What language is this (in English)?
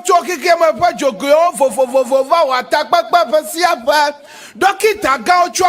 Ewe